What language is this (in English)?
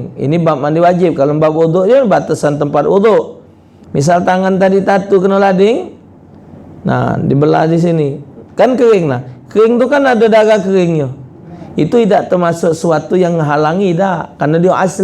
Musi